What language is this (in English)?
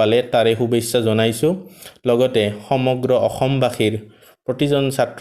Assamese